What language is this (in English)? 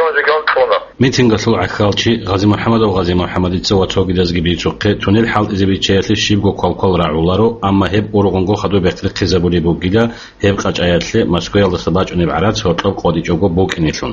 Avaric